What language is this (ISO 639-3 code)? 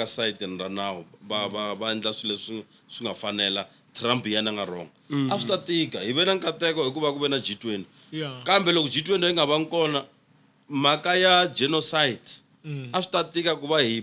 tso